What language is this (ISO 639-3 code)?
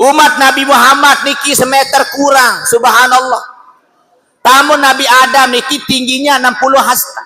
sas